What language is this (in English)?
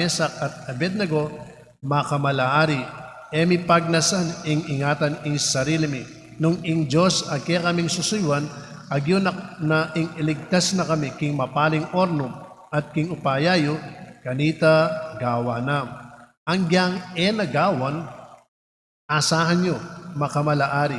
Pampanga